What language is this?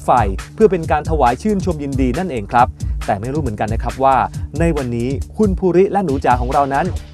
Thai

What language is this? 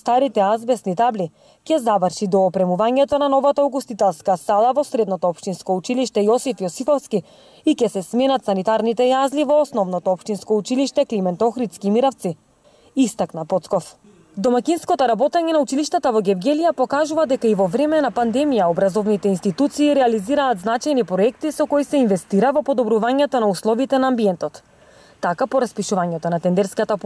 Macedonian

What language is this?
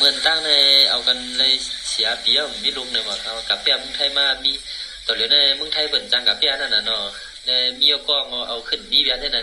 Shan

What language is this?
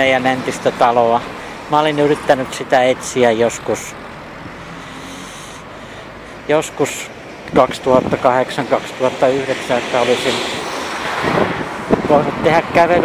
Finnish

